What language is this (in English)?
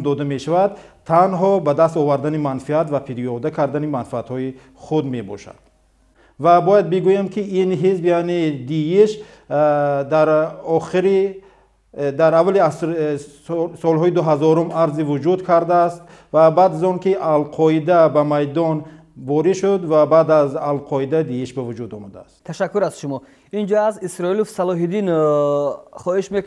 Tajik